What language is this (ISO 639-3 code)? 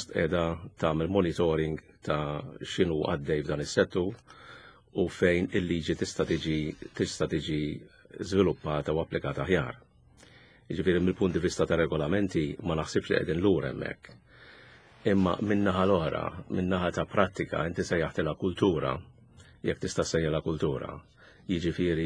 mlt